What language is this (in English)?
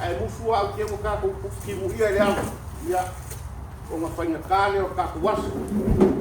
Samoan